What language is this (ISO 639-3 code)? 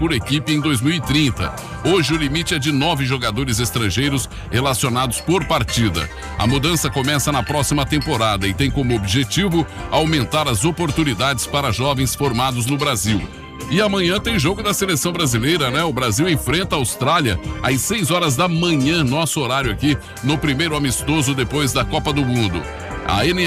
por